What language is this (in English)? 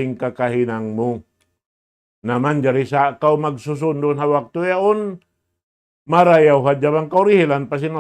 Tausug